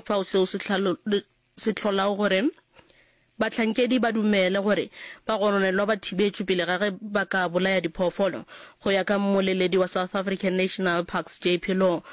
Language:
Northern Sotho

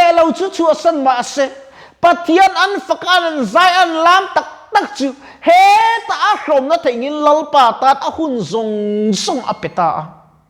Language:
Mizo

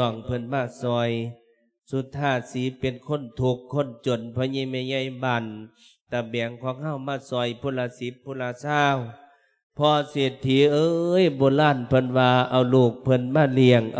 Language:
Lao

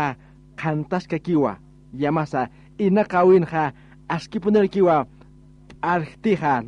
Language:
Aymara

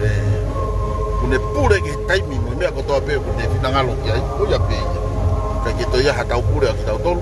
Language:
Tongan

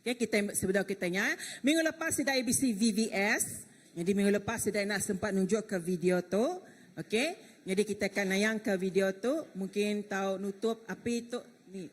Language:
Iban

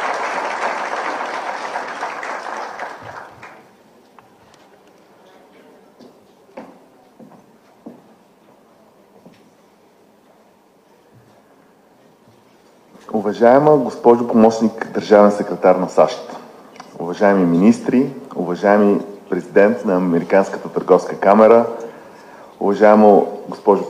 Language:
Bulgarian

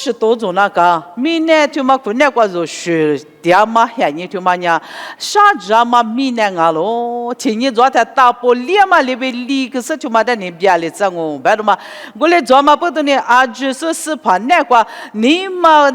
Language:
Lisu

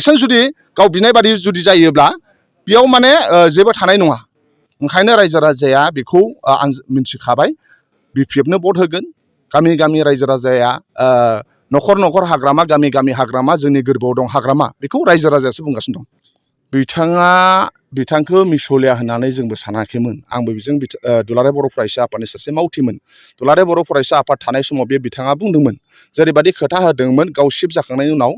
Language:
Bodo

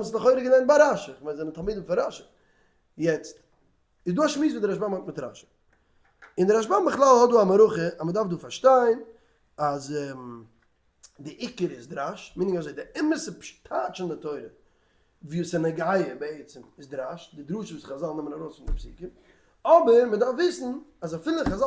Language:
Yiddish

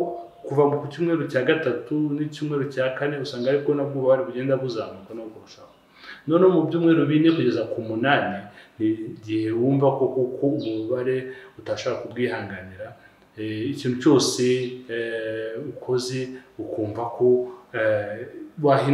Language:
Kinyarwanda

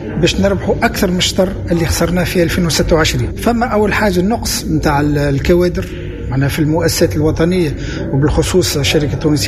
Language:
Tunisian Arabic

